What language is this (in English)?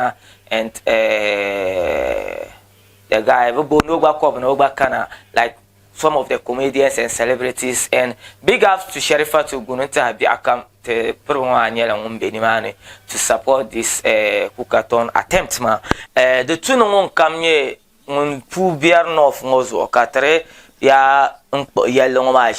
Dagbani